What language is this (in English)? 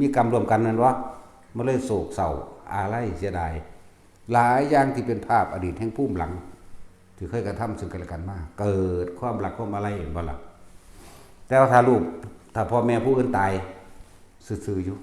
Northeastern Thai